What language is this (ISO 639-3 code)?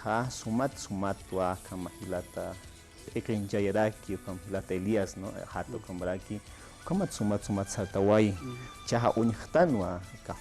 aym